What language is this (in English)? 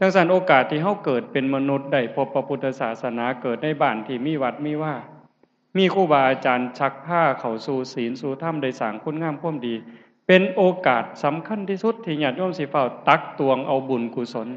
Lao